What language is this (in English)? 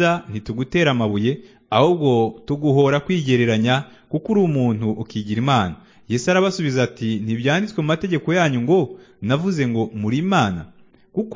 Kinyarwanda